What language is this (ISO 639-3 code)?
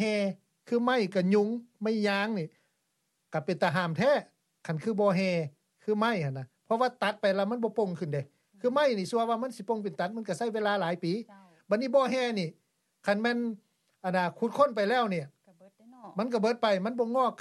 lao